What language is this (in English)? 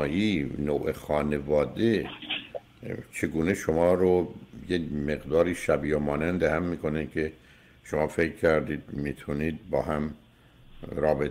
Persian